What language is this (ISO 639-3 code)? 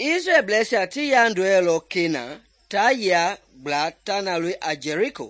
men